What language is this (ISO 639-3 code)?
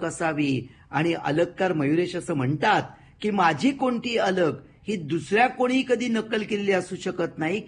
mar